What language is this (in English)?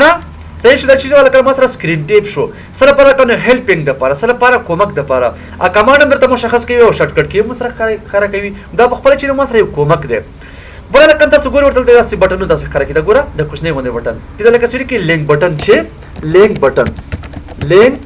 Pashto